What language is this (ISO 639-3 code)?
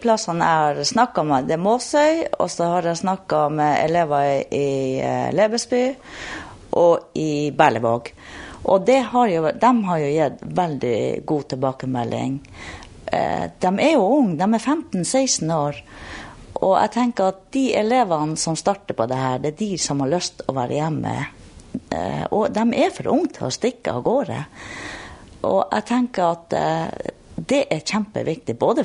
nor